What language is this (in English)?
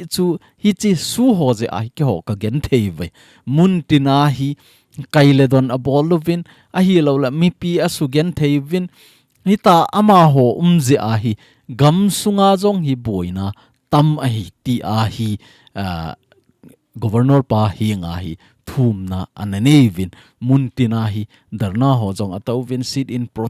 Thado Chin